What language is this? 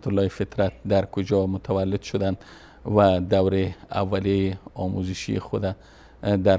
Persian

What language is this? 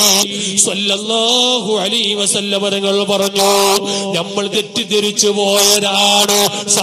Malayalam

